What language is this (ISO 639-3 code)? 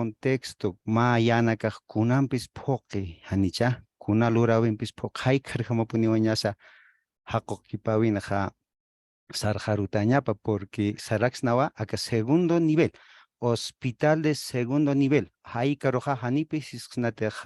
aym